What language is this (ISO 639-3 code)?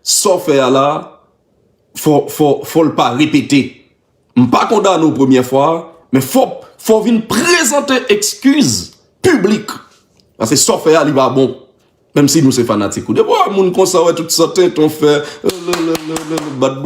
hat